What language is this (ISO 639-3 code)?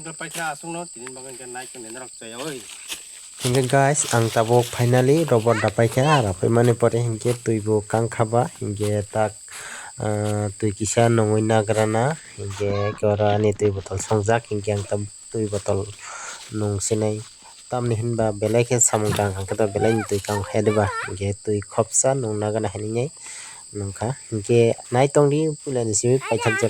trp